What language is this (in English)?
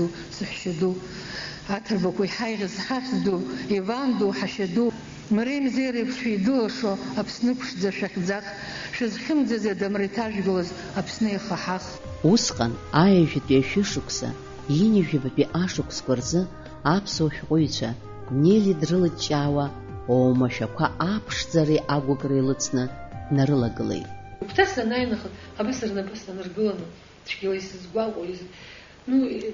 Abkhazian